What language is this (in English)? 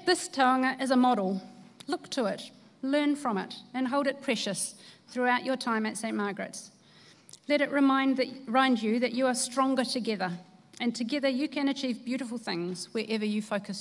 English